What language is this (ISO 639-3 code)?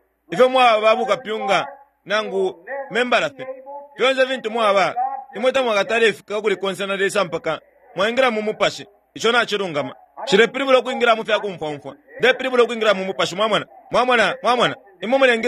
bem